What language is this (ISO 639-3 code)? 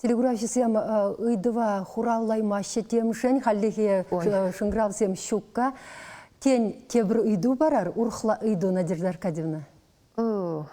chv